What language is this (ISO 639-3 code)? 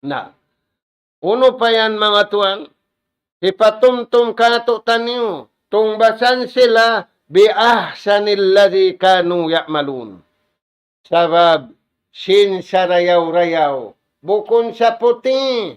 tsg